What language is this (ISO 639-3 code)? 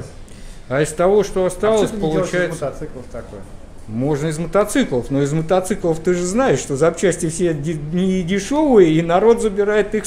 rus